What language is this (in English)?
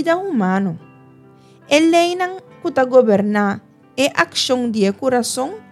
Papiamento